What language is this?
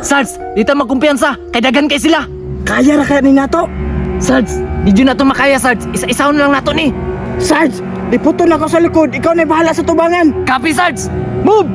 Cebuano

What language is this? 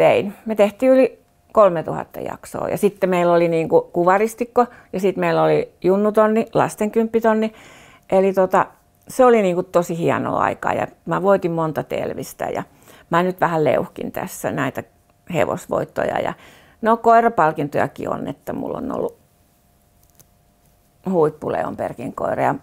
Finnish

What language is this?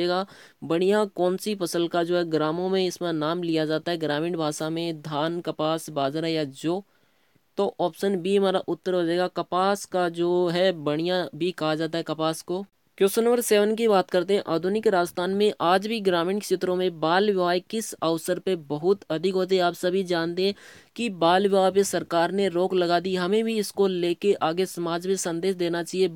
Hindi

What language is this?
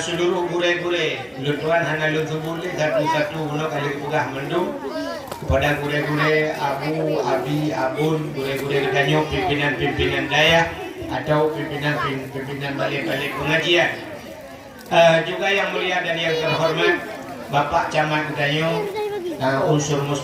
Achinese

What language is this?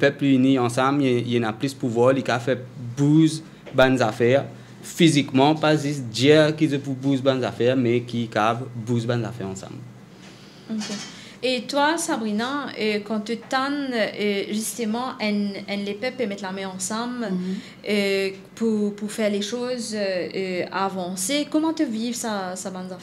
Morisyen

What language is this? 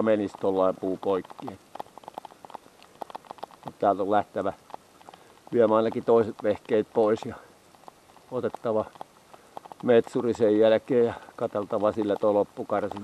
Finnish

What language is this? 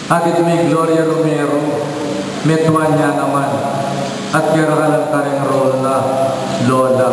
Pampanga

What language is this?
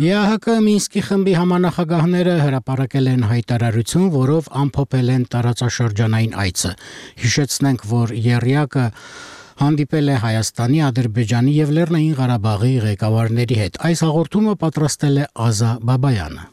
Armenian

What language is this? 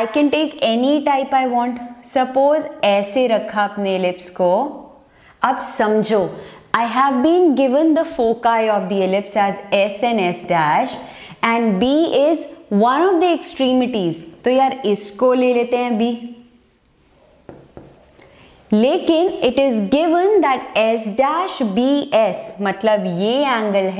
Hindi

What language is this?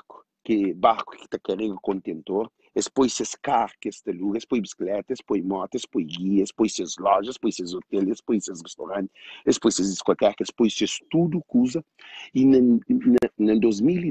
Kabuverdianu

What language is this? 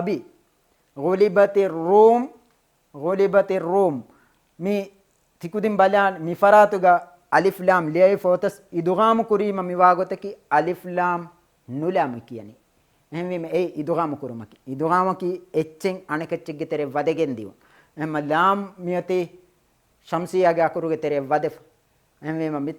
Divehi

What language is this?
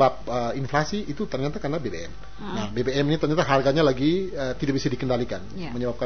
Indonesian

